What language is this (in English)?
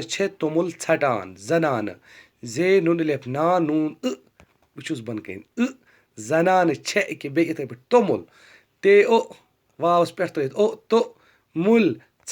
Kashmiri